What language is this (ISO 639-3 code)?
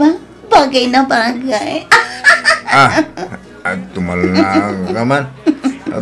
ilo